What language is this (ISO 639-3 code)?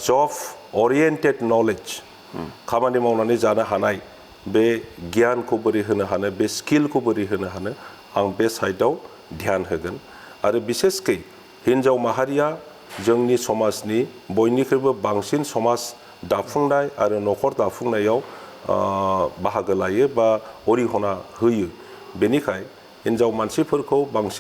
brx